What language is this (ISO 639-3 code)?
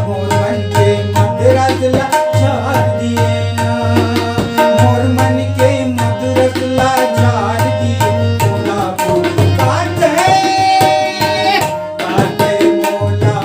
hne